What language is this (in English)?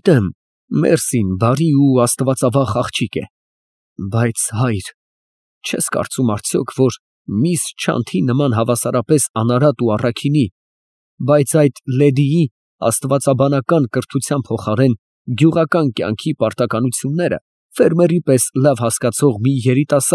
Armenian